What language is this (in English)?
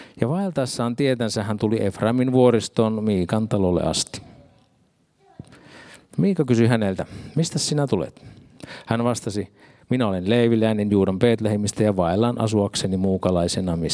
Finnish